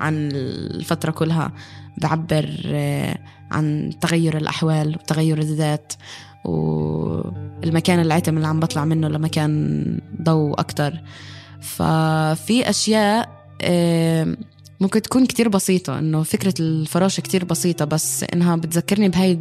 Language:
North Levantine Arabic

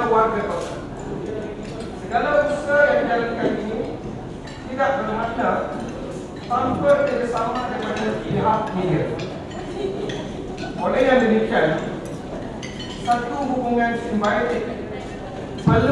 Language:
Malay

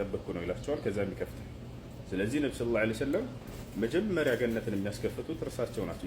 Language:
Amharic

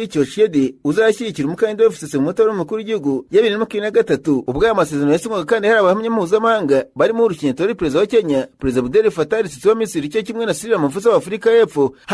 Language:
Kinyarwanda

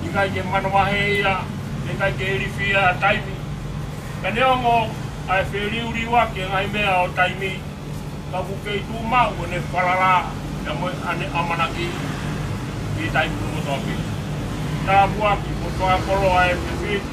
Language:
Tongan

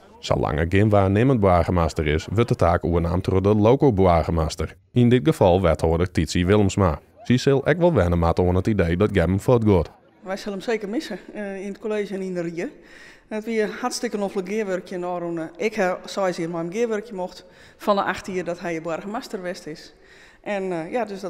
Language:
Western Frisian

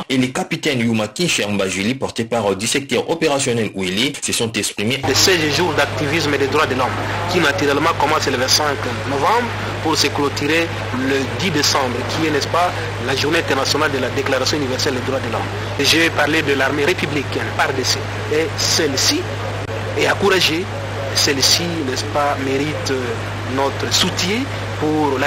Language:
French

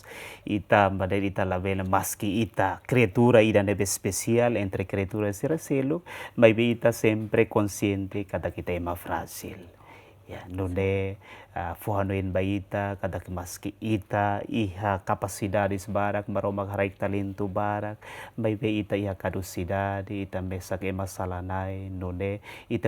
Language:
Tetum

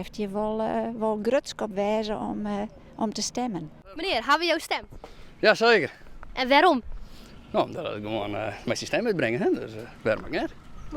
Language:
Western Frisian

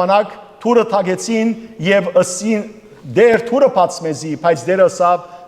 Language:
Western Armenian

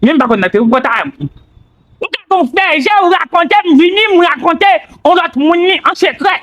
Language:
Haitian Creole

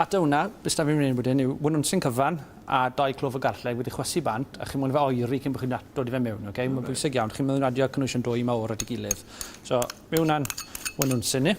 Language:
Welsh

